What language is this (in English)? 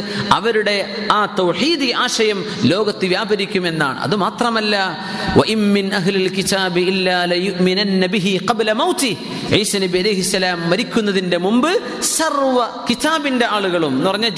Malayalam